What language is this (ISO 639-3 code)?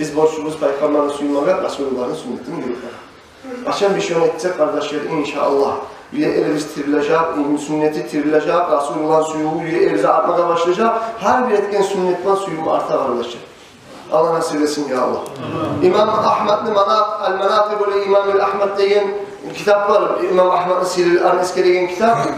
kum